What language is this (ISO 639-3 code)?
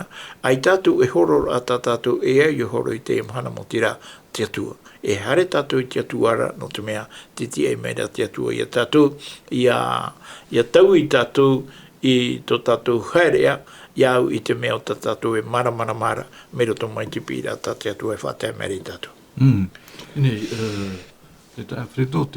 tah